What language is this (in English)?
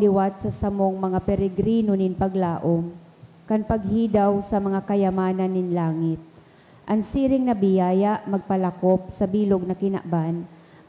Bikol